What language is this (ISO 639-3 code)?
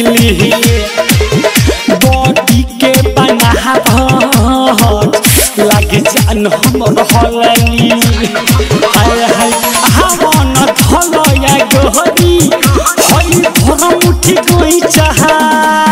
bho